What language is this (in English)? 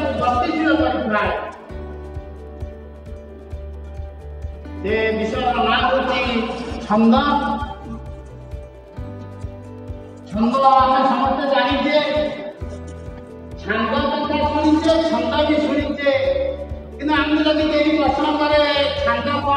Odia